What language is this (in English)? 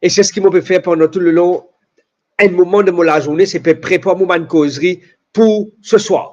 Morisyen